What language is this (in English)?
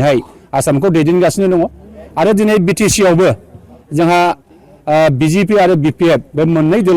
Bodo